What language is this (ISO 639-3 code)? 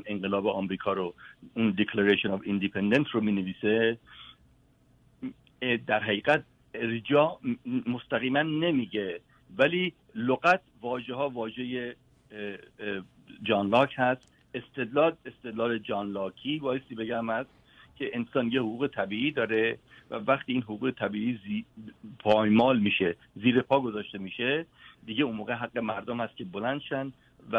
fas